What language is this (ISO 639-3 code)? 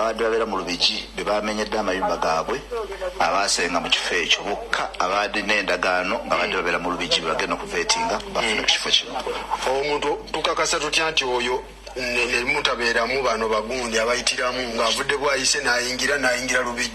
lug